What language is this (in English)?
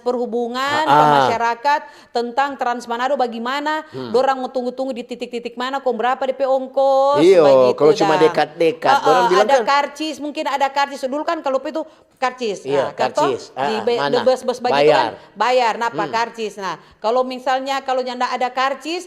Manado Malay